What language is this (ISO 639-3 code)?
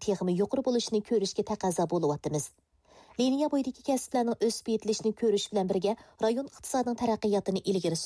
uig